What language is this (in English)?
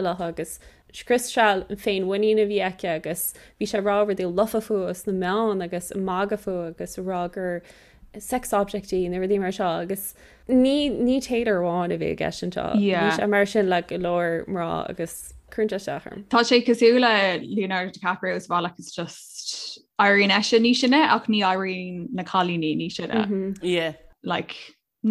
Irish